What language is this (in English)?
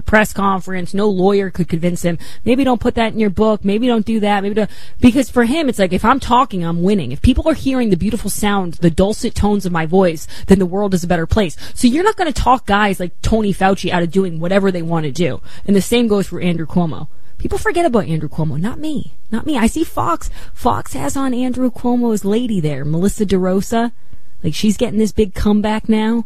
English